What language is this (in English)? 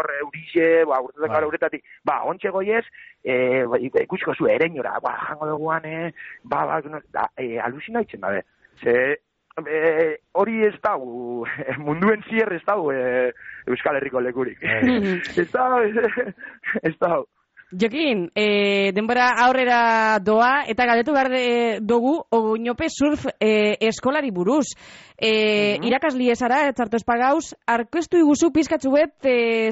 Basque